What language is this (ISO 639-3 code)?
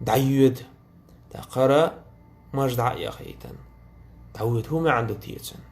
che